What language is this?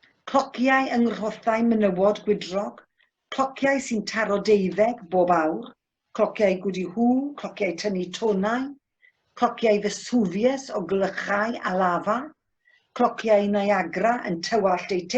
Welsh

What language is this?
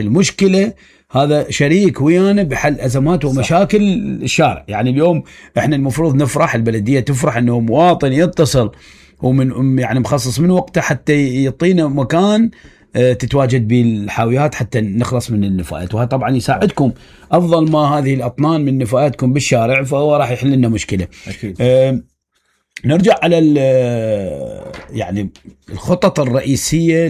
Mesopotamian Arabic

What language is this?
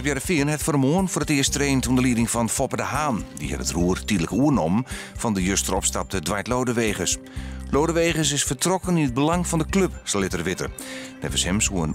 Western Frisian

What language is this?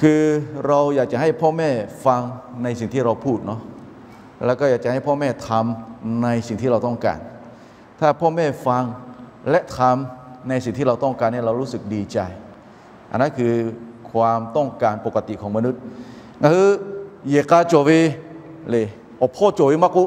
Lahu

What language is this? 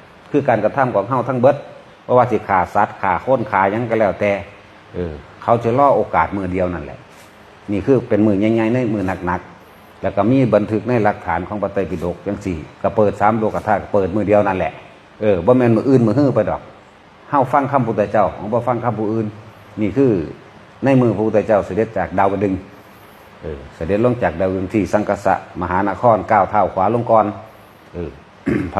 Northeastern Thai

